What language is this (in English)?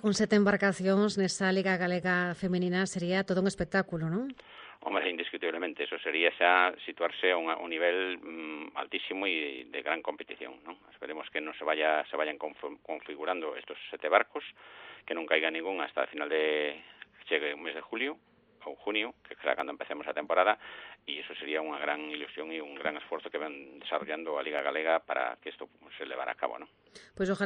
Galician